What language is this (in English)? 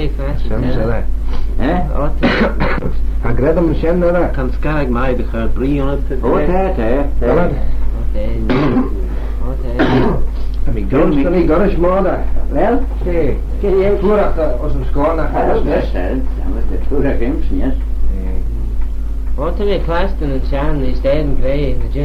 Manx